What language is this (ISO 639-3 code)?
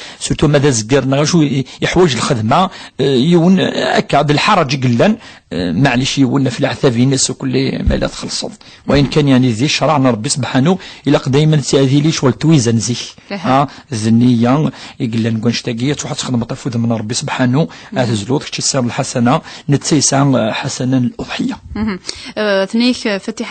kab